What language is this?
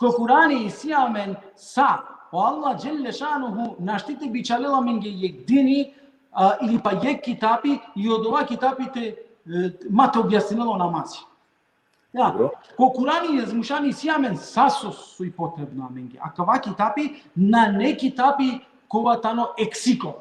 Balkan Romani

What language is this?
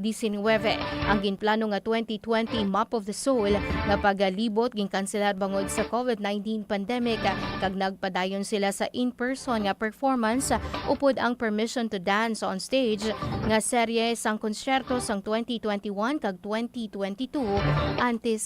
Hiligaynon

